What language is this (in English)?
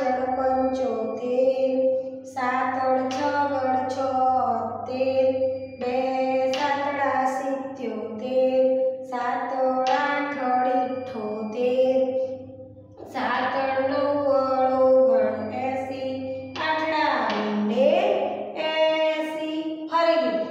Gujarati